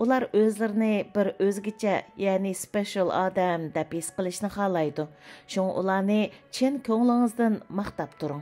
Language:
Uyghur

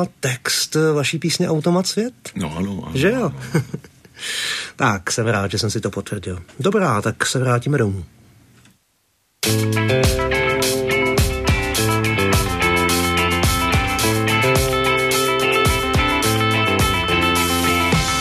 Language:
Czech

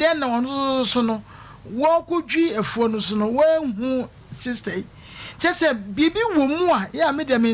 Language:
Akan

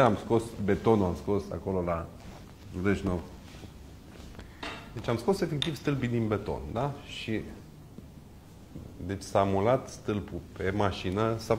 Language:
Romanian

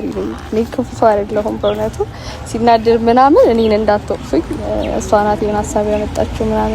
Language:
Amharic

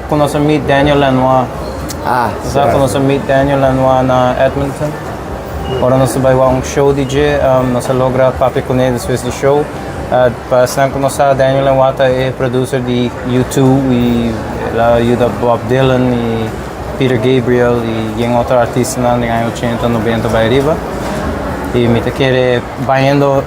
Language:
Papiamento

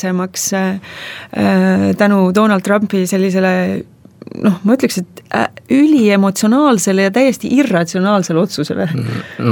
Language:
Estonian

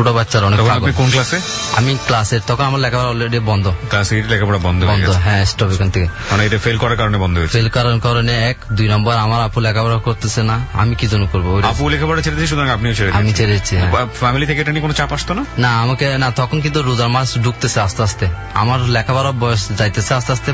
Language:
Bangla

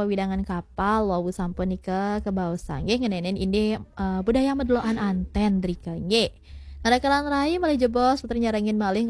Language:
Balinese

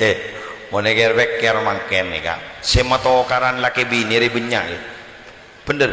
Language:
Madurese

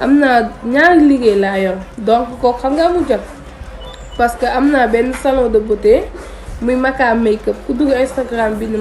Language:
Wolof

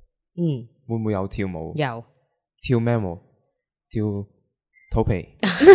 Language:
Cantonese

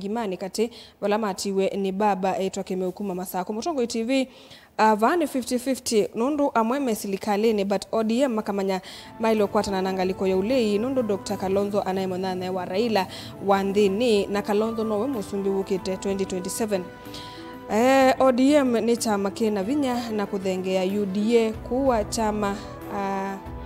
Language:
Kamba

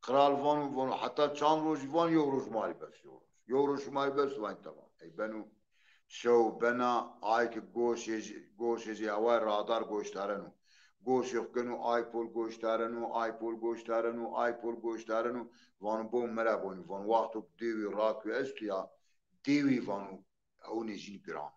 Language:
Zaza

